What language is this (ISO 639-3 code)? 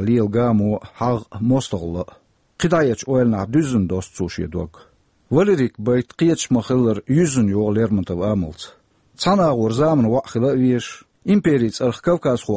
che